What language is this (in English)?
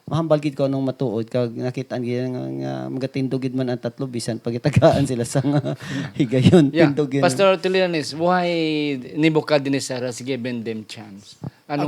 Hiligaynon